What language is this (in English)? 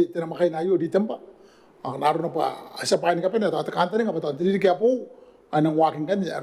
Gilbertese